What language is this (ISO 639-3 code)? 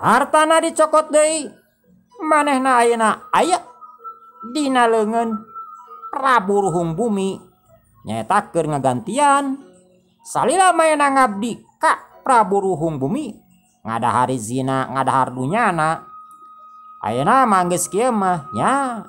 sun